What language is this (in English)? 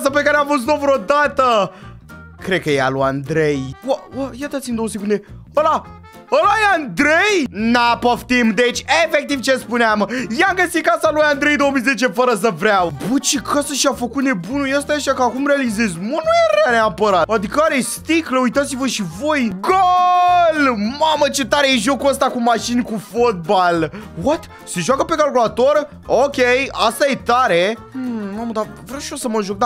Romanian